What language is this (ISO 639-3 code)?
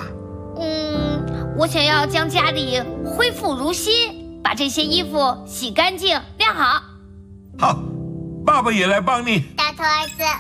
zho